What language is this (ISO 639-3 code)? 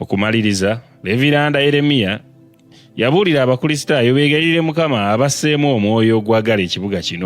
lug